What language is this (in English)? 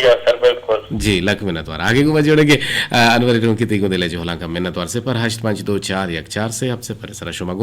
Eastern Balochi